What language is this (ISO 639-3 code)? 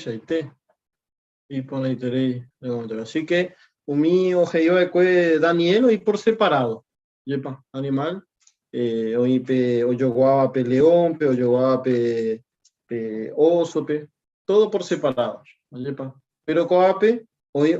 grn